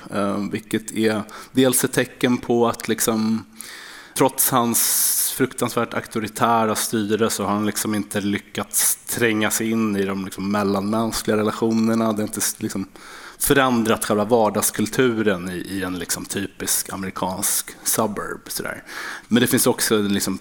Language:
Swedish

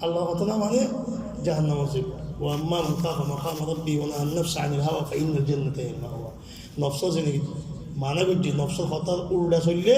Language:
Rohingya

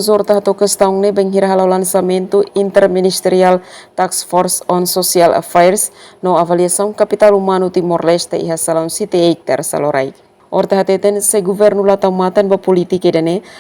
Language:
Tetum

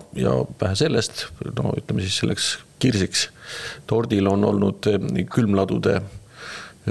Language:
Estonian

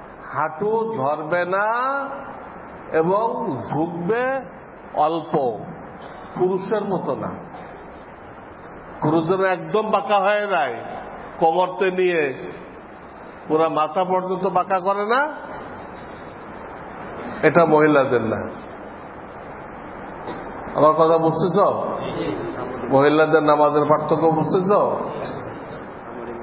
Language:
Bangla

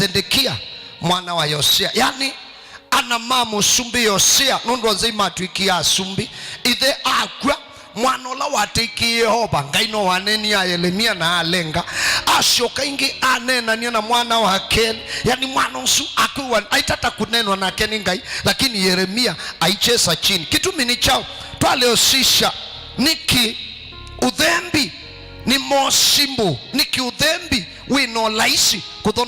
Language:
Kamba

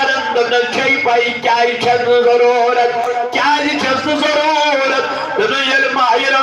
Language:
Kashmiri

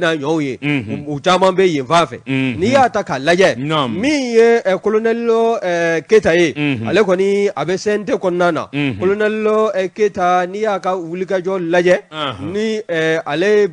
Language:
Bambara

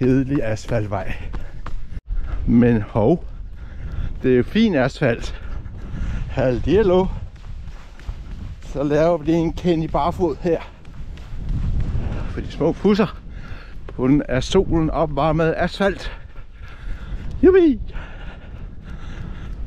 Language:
Danish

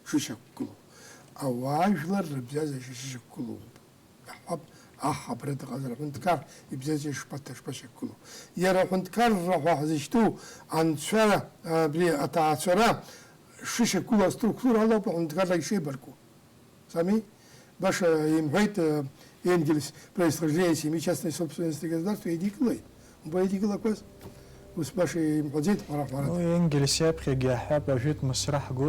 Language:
Abkhazian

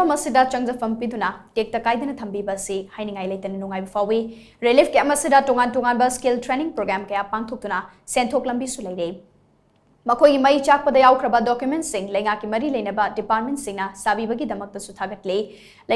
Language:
Manipuri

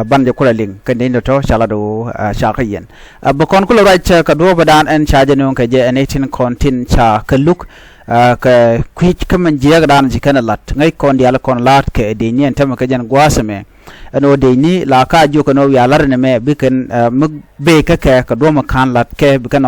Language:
Nuer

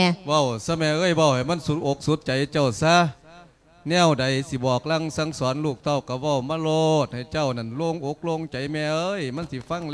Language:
Lao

